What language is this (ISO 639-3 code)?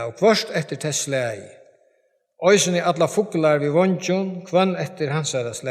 fao